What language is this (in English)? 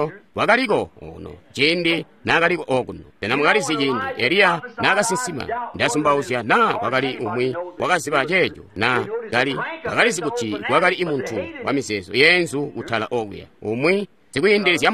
Tonga (Zambia)